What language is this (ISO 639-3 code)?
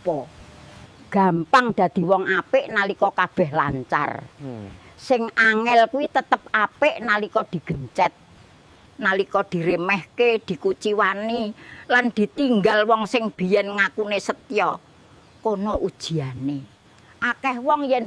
jav